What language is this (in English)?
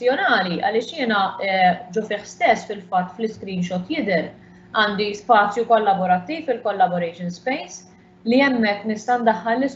Maltese